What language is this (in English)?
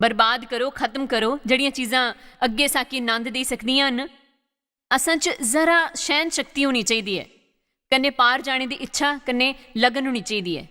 Dogri